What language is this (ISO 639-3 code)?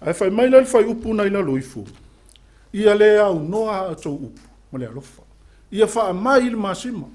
smo